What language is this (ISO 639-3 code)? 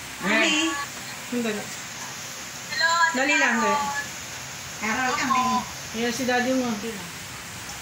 fil